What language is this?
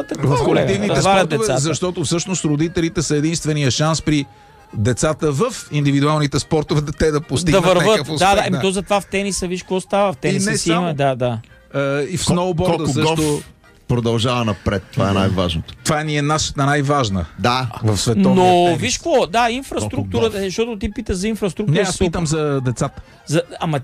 Bulgarian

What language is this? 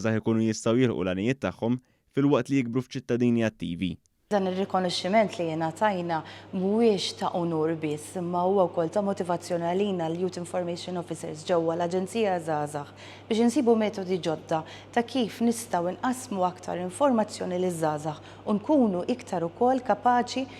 Maltese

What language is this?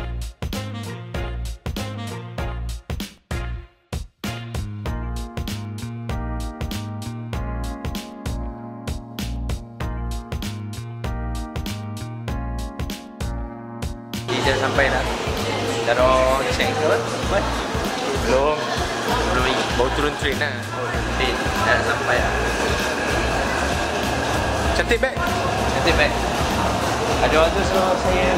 Malay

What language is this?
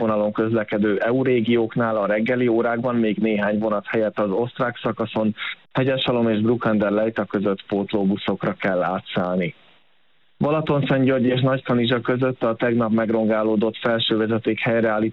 Hungarian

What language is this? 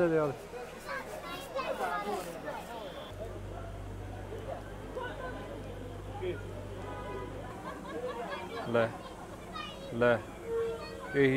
Punjabi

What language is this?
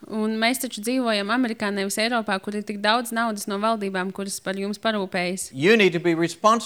Latvian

